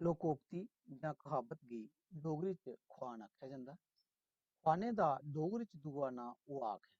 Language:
Dogri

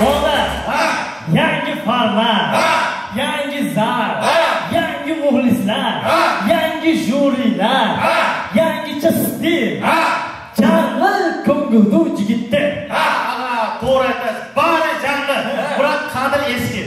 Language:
Kara-Kalpak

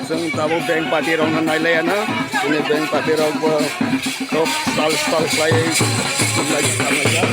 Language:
Kok Borok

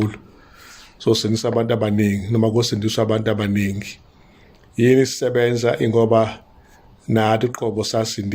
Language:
Zulu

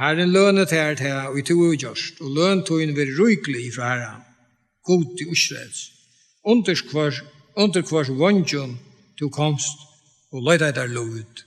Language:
Faroese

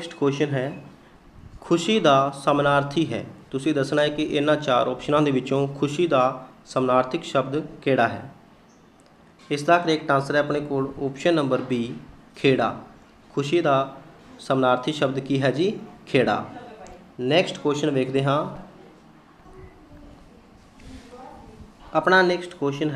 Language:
Punjabi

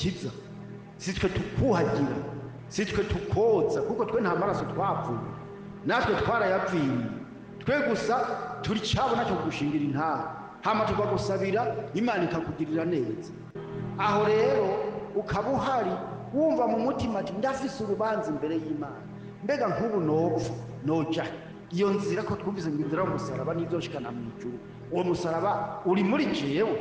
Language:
Rundi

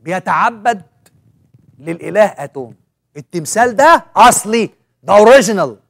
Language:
Egyptian Arabic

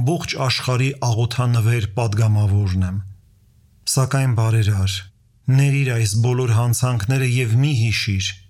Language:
Armenian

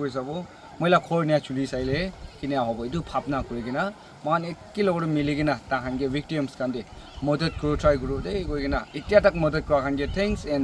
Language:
Naga Pidgin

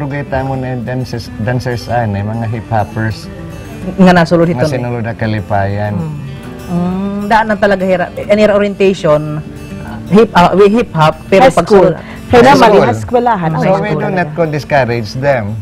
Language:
Waray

